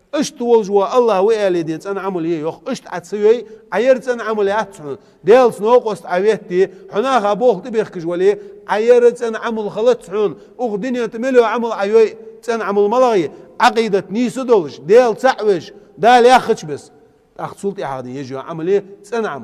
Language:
Ingush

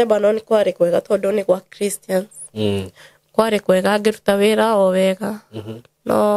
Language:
Kikuyu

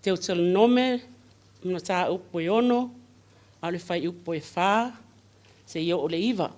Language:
Samoan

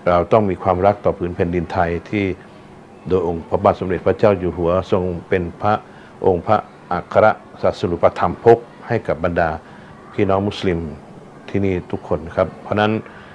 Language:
Thai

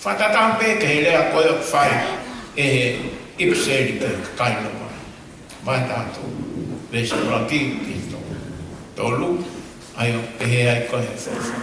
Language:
Tongan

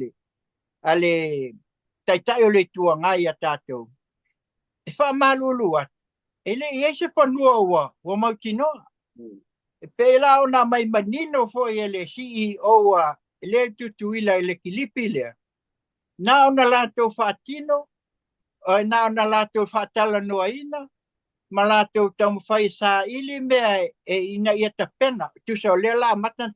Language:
Samoan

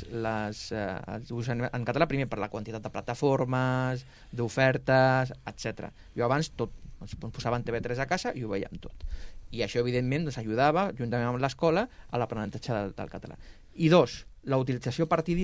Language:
Catalan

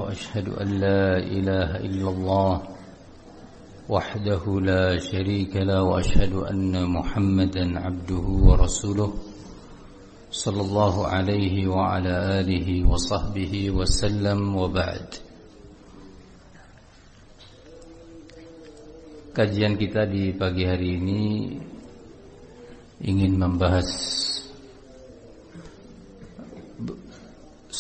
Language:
Indonesian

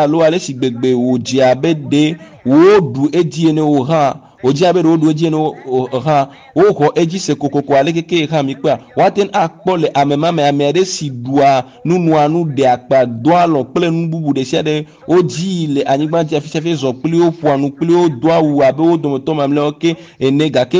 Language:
Ewe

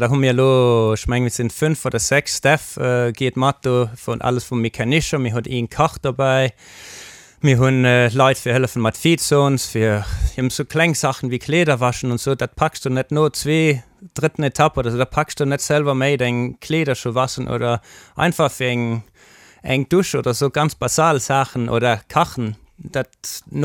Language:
Luxembourgish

